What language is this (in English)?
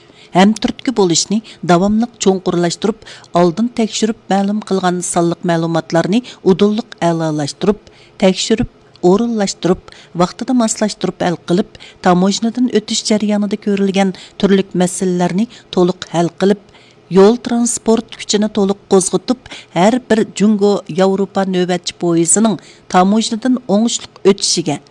Uyghur